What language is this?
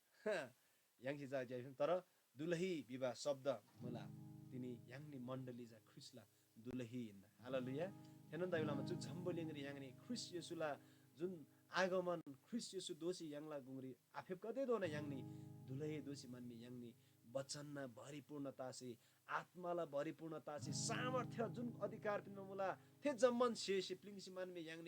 Eastern Tamang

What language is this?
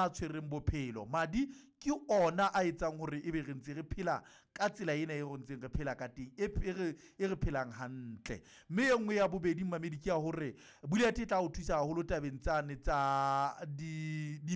Southern Sotho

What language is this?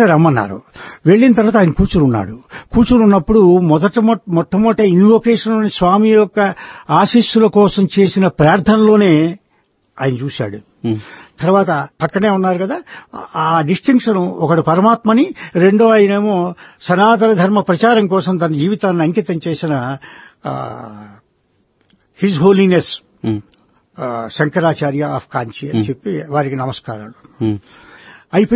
Telugu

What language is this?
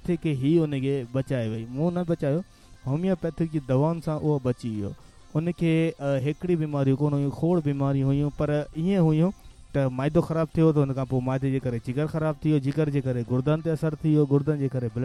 Sindhi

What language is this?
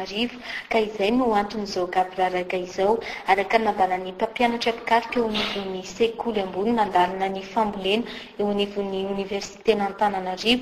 Malagasy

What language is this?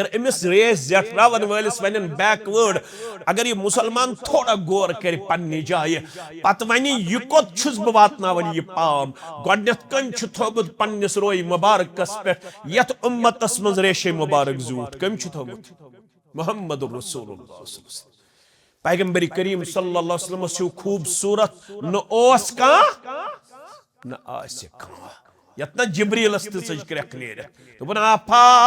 Kashmiri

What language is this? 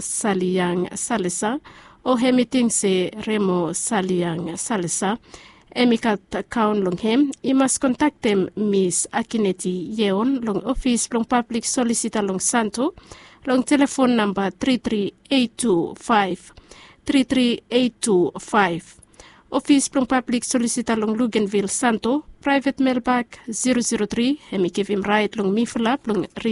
Bislama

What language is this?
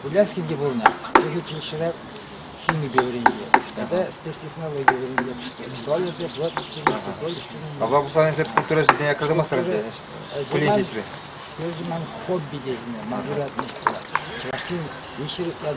Chuvash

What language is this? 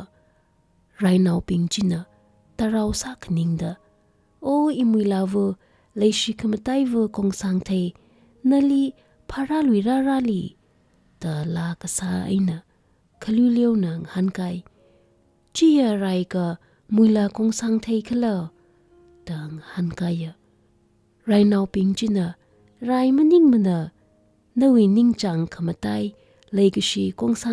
Tangkhul Naga (India)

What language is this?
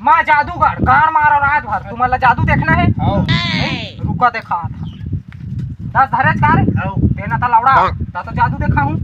Chhattisgarhi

